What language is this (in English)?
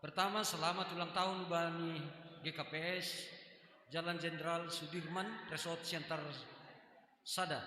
Batak Simalungun